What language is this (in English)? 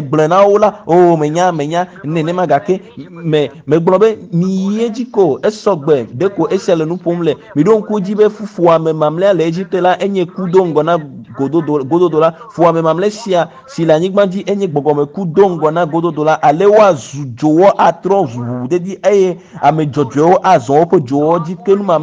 Ewe